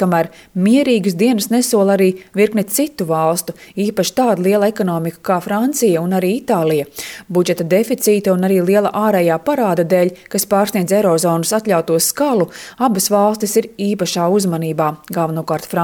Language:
Latvian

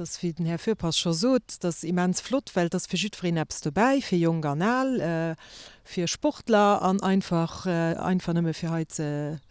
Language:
Luxembourgish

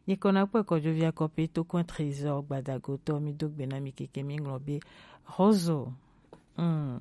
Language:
Gen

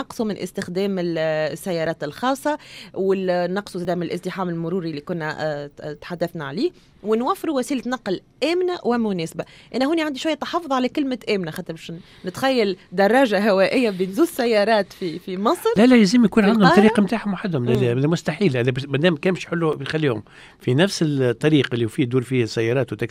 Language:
Tunisian Arabic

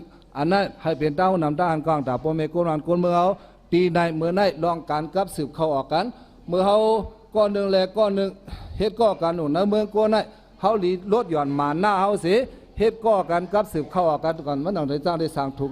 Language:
Shan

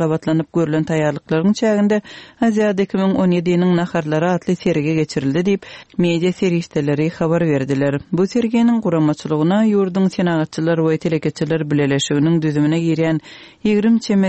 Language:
Turkmen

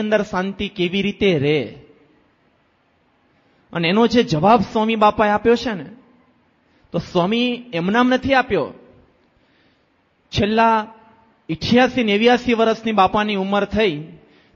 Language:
Gujarati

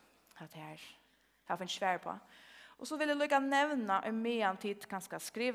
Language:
Faroese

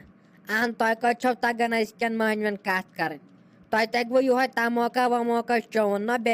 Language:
Kashmiri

